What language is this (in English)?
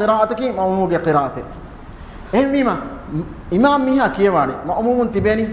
Divehi